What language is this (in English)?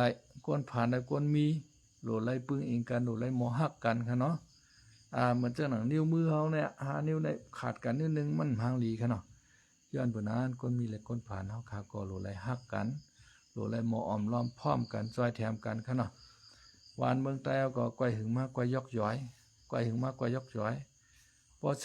Shan